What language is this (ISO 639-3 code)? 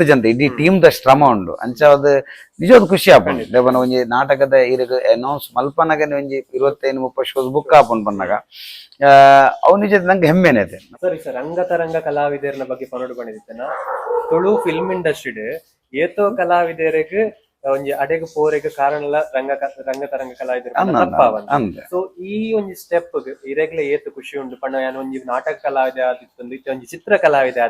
tcy